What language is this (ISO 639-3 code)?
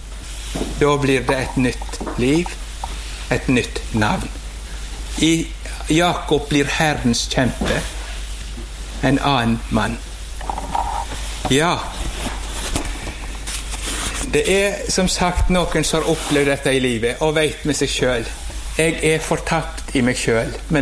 nor